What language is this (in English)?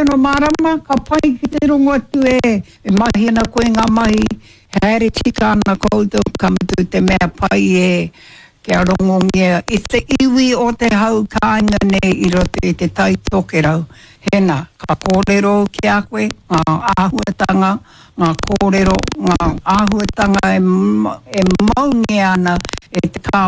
Māori